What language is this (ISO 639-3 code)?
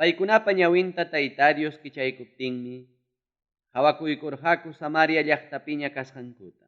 quy